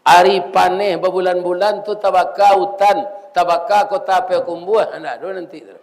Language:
Minangkabau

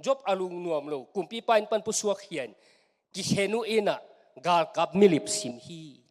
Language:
Tedim Chin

